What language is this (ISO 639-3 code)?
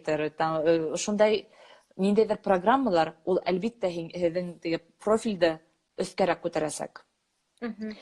bak